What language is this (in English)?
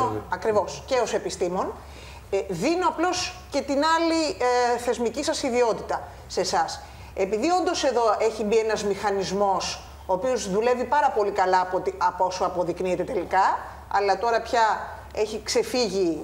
Greek